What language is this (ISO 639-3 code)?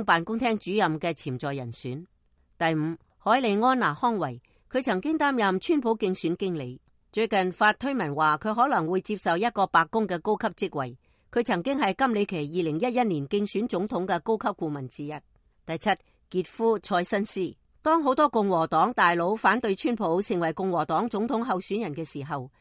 yue